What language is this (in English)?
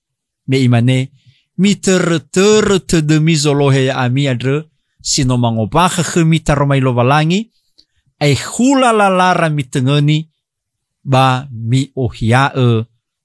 Nias